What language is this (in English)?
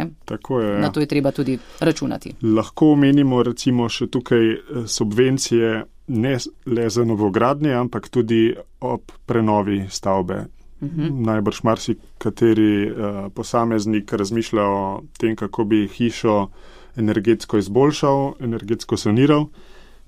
Slovenian